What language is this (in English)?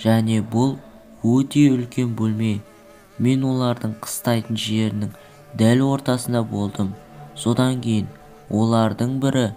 Kazakh